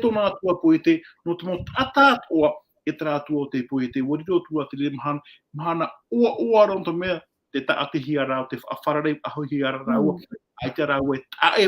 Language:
Tahitian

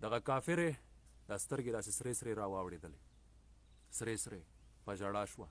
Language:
Pashto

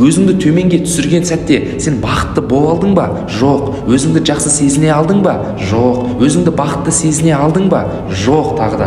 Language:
Kazakh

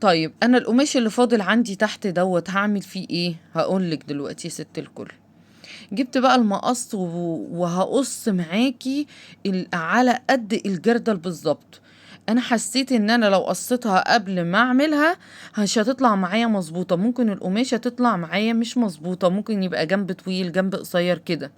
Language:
Egyptian Arabic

